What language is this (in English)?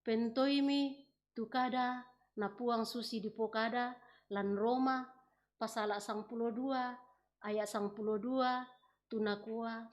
Toraja-Sa'dan